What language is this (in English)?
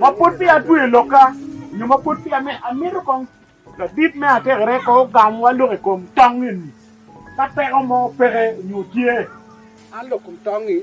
Acoli